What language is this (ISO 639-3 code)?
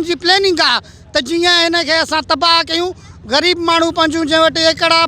snd